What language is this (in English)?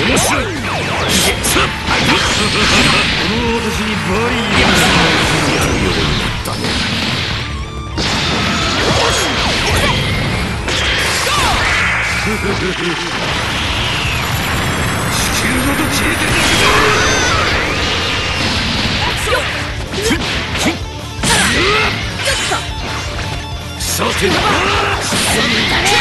Japanese